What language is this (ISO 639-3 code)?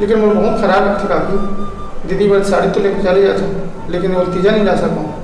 hne